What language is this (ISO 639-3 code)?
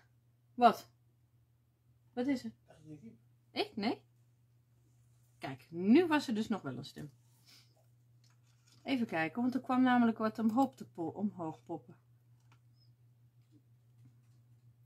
nld